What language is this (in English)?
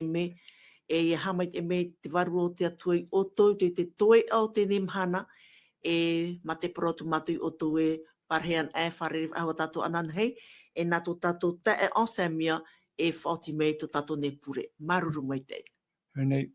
Tahitian